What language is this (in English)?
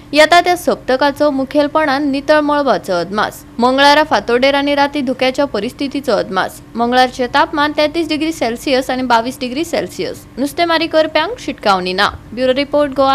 Konkani